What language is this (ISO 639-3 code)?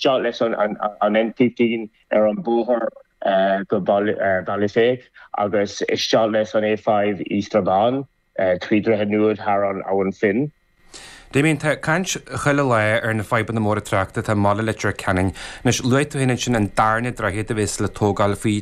gle